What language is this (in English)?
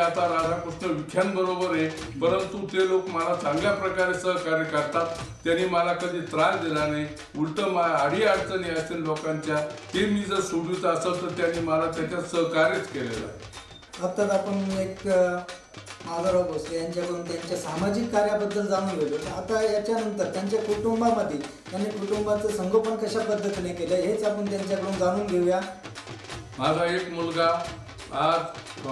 Marathi